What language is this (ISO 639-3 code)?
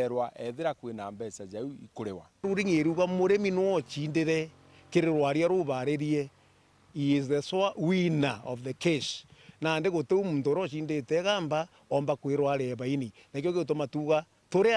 mer